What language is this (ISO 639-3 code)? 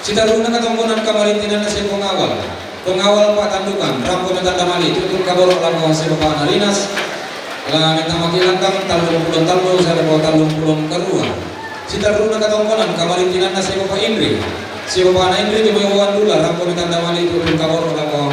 sda